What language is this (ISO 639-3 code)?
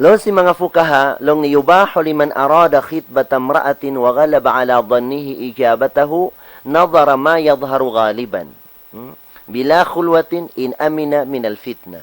tsg